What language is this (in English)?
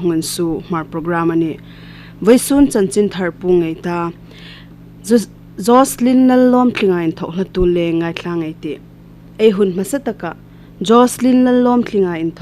Hmar